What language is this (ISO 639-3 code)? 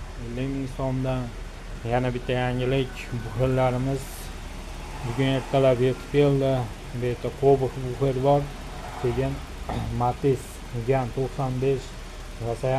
uzb